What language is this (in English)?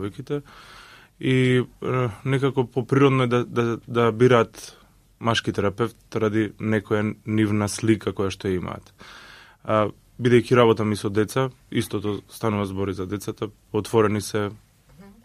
Macedonian